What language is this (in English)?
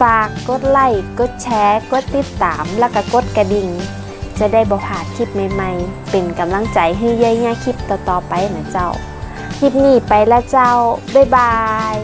Northern Thai